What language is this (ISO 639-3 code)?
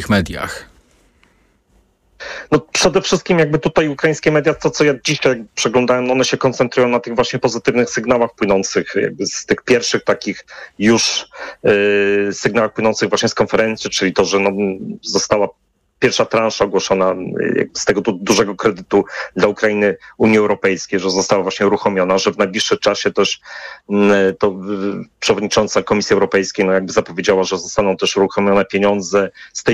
pol